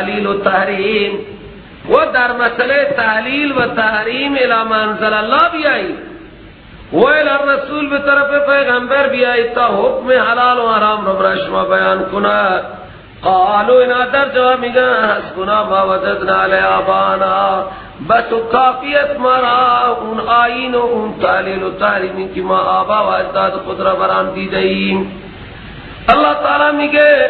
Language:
Persian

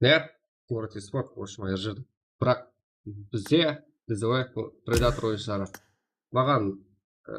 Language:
Kara-Kalpak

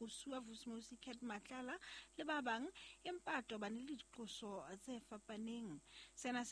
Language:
Southern Sotho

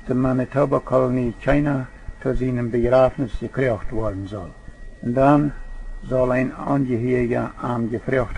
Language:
Plautdietsch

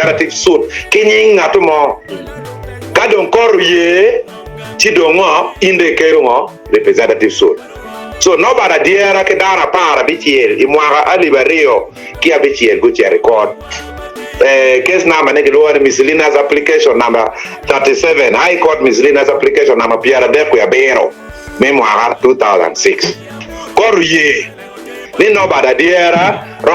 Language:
Acoli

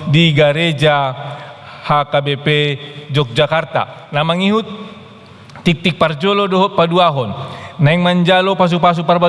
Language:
Batak Toba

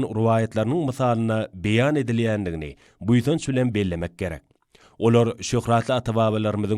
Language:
Turkmen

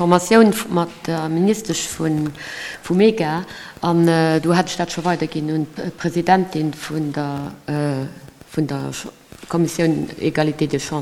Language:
Luxembourgish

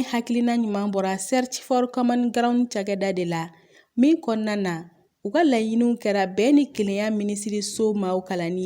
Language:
Bambara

